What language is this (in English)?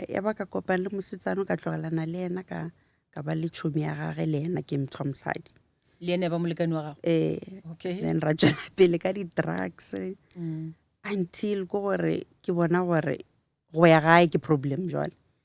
Northern Sotho